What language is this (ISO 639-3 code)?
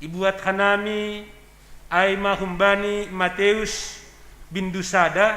bts